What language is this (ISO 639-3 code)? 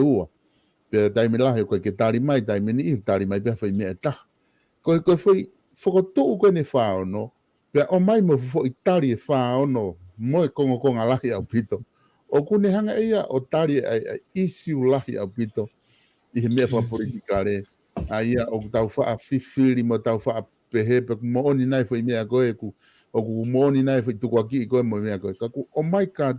ton